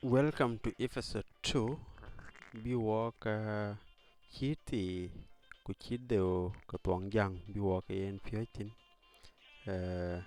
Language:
Dinka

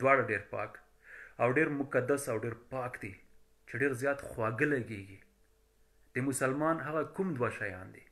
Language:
Pashto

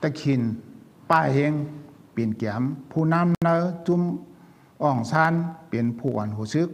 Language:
Shan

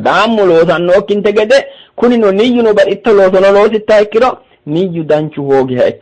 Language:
Sidamo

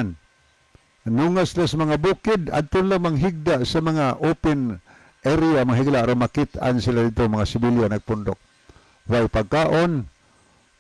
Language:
Cebuano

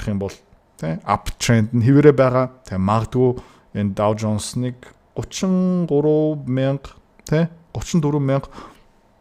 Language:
Mongolian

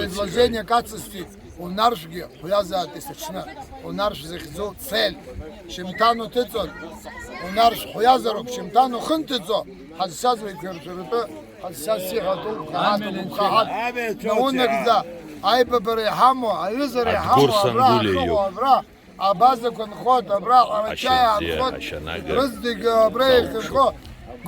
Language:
Abkhazian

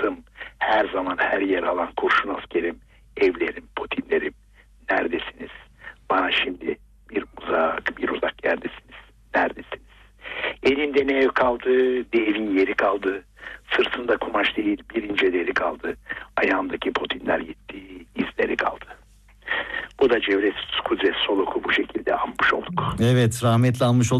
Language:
Turkish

